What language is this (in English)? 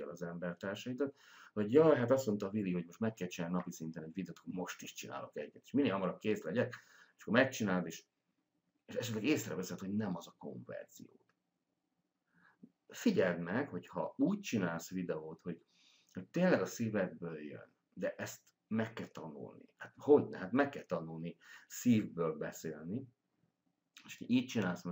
Hungarian